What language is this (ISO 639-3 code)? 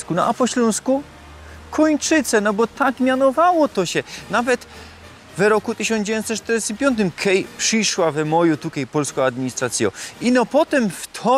szl